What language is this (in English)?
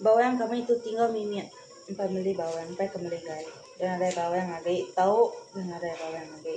Iban